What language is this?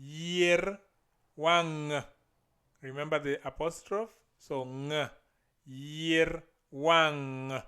Luo (Kenya and Tanzania)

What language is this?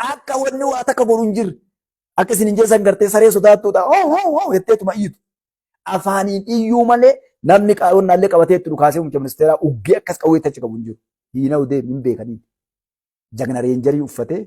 Oromo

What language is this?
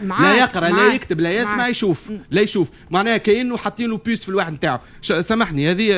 Tunisian Arabic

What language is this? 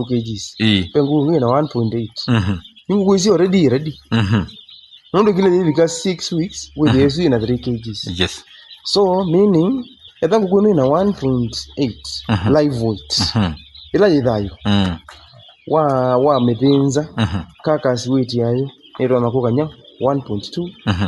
Kamba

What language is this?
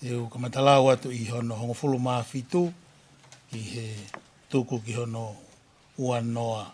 Tongan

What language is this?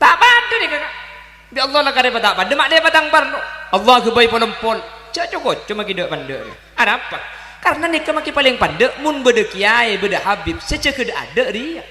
Madurese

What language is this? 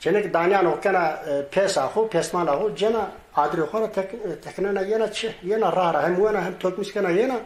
Zaza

